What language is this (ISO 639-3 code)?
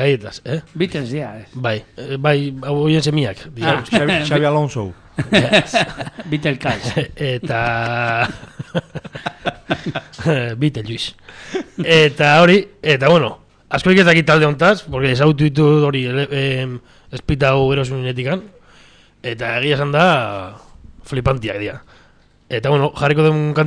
eus